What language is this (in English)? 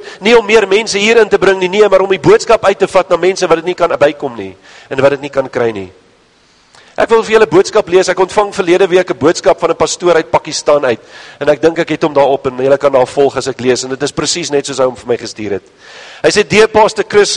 Afrikaans